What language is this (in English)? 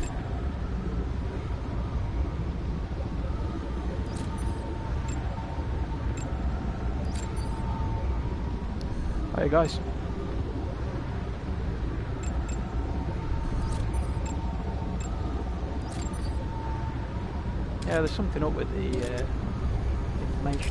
English